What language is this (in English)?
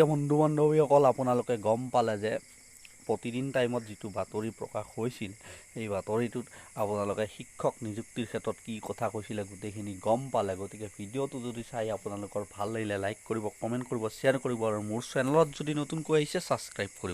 Assamese